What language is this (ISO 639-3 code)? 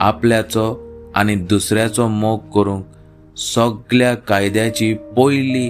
kok